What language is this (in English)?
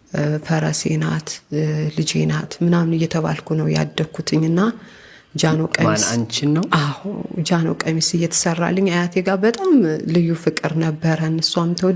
Amharic